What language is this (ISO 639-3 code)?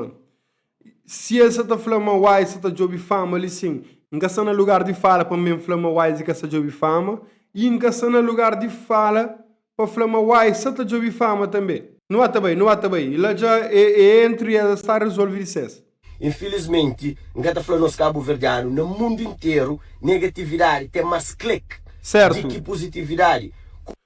kea